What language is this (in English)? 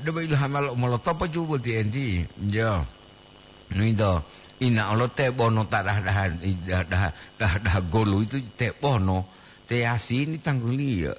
Gorontalo